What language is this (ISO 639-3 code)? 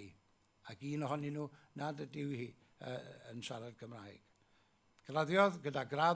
cym